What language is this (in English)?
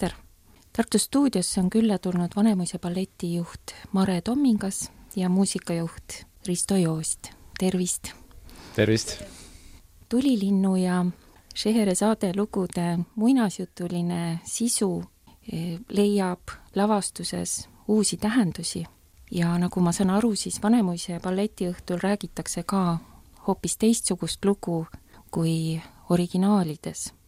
Estonian